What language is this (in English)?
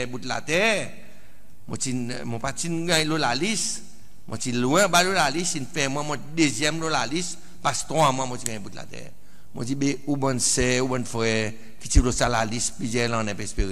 Seselwa Creole French